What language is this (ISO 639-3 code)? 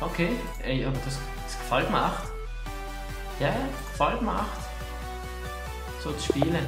gsw